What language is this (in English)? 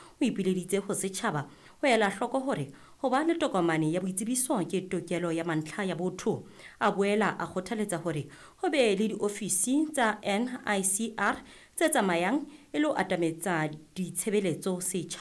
Southern Sotho